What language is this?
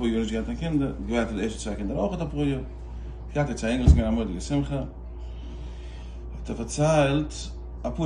Yiddish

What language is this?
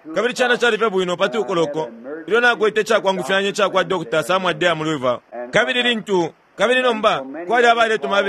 Bemba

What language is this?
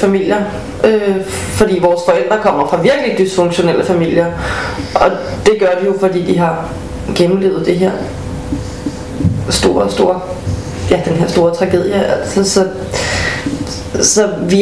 Danish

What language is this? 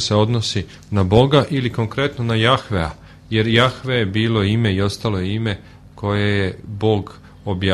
Serbian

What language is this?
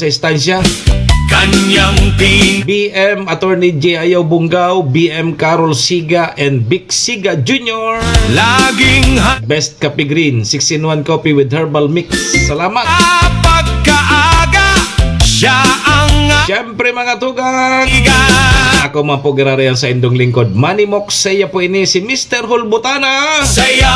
Bikol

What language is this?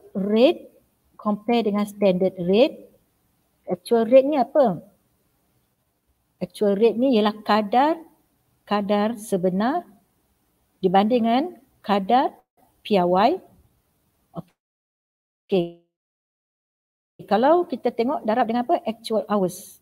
Malay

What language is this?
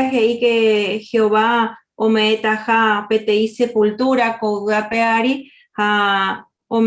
Guarani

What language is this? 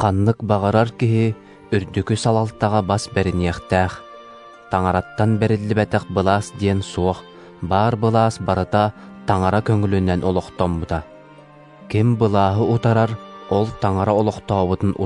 Yakut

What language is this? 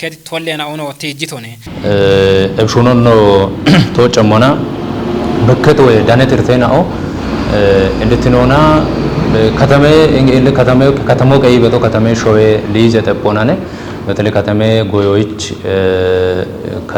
Kafa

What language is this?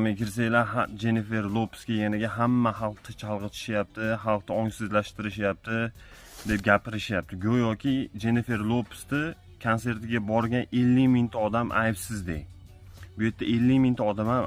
Uzbek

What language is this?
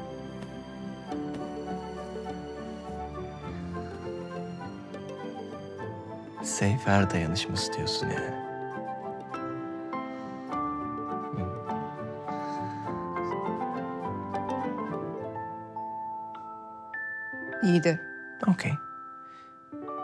Turkish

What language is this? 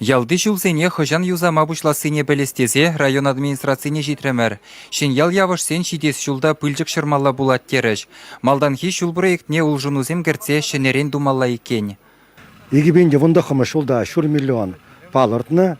Chuvash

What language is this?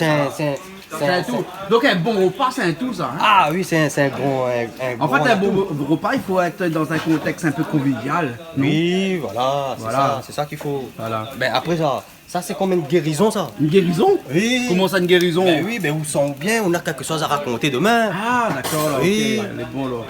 Réunion Creole French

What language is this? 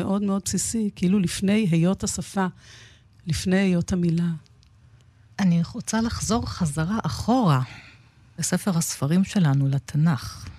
Hebrew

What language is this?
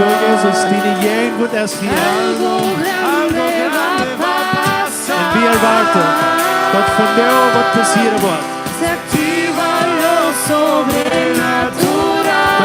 Plautdietsch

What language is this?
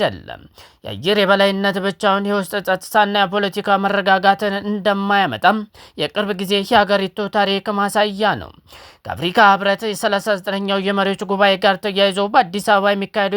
Amharic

